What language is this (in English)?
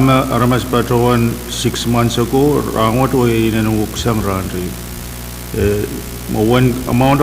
Pohnpeian